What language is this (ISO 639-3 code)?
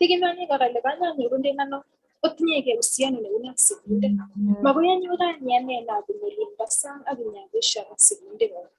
kln